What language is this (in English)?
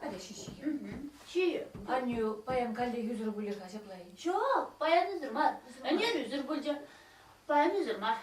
Chuvash